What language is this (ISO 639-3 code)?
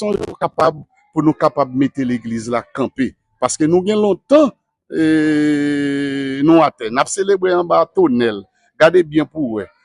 hat